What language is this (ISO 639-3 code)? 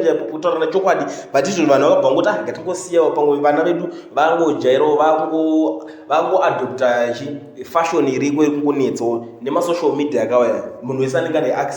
sna